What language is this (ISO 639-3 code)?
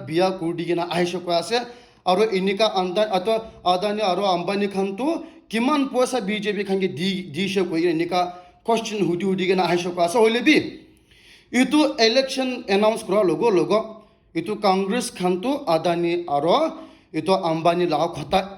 nag